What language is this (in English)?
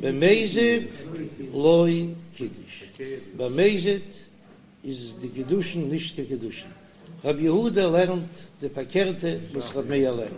Yiddish